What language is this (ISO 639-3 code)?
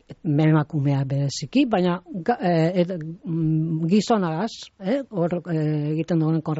eus